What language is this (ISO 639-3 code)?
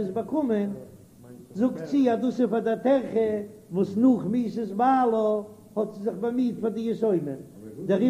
yid